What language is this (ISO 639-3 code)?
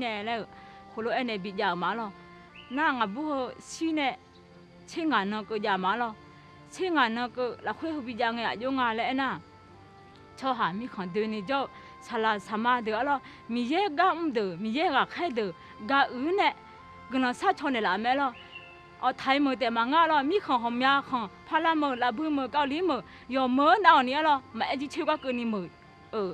ahk